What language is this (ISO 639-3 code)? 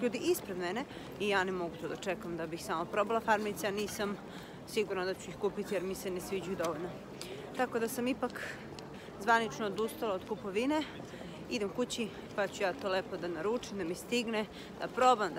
srp